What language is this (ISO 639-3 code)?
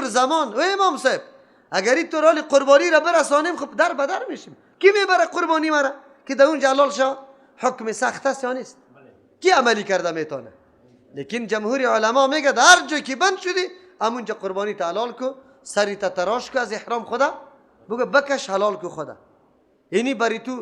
fas